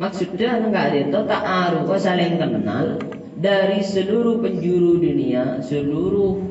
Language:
Madurese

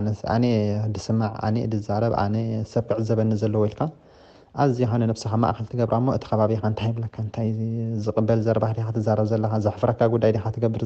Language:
Tigrinya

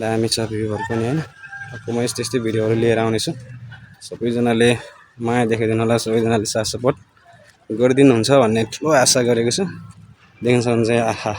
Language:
Nepali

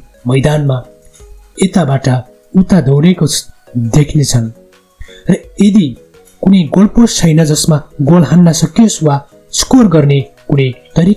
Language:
Nepali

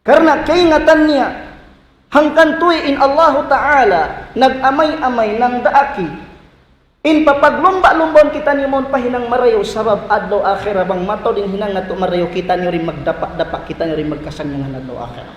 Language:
Tausug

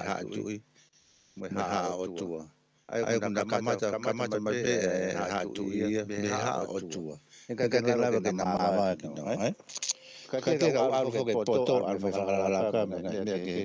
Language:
Tongan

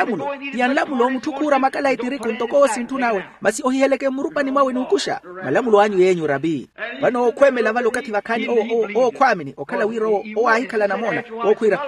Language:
Makhuwa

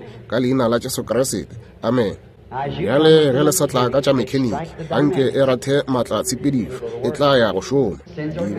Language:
Northern Sotho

